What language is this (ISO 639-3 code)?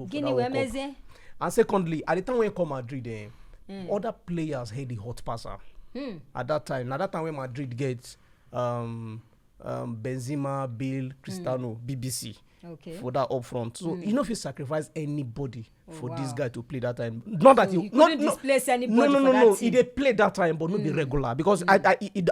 pcm